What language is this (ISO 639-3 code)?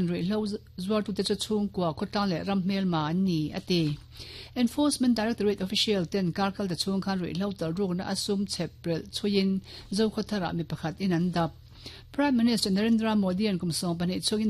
lus